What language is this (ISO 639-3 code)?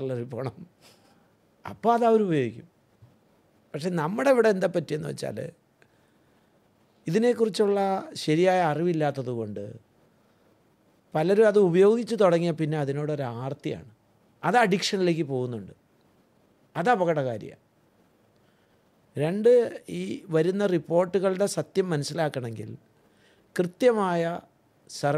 mal